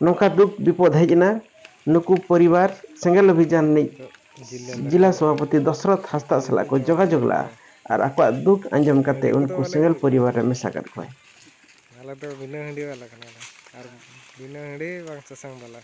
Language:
Santali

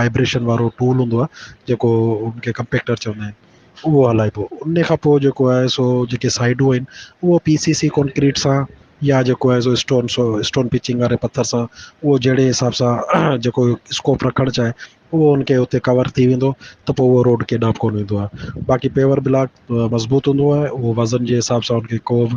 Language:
Sindhi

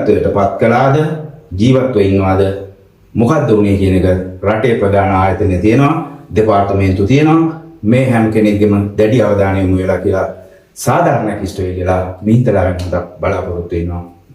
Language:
Sinhala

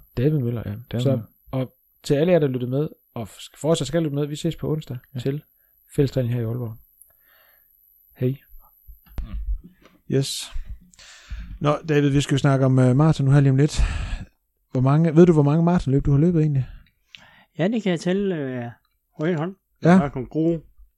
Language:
Danish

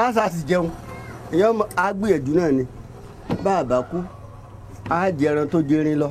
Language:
Yoruba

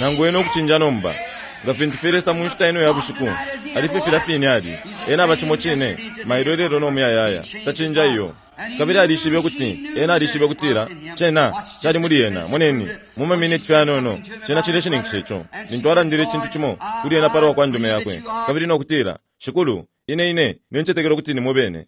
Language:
Bemba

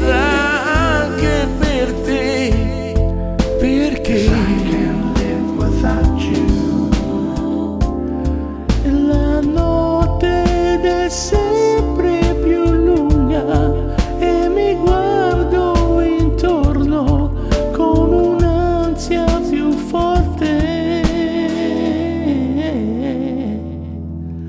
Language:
Italian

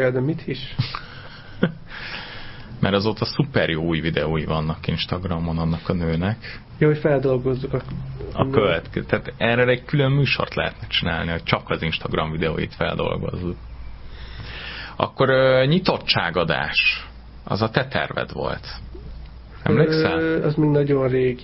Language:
Hungarian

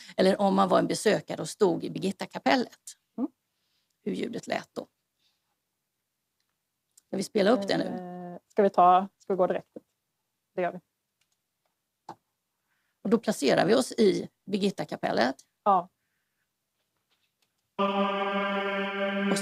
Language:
Swedish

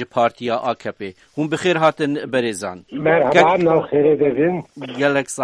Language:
Kurdish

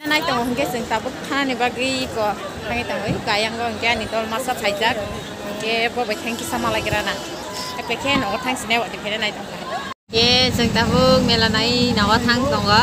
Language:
Kok Borok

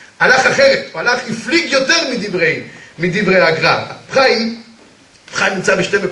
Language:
Hebrew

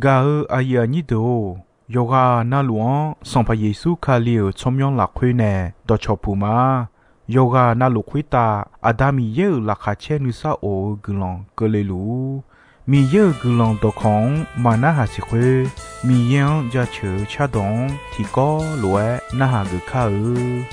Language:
Akha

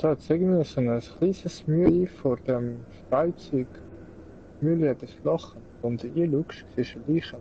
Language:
Swiss German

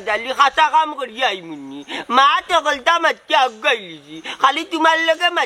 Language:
Sylheti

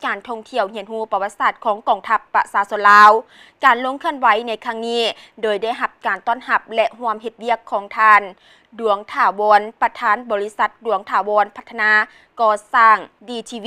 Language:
Lao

